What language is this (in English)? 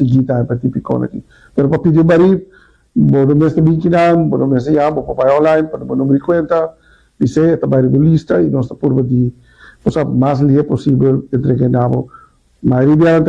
Papiamento